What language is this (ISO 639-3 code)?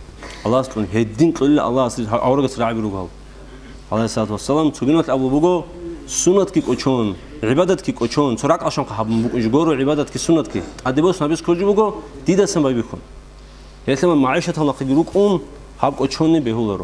ava